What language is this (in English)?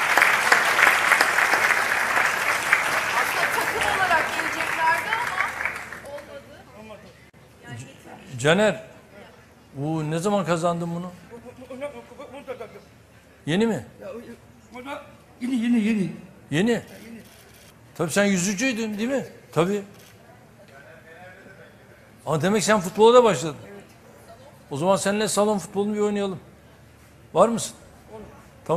Turkish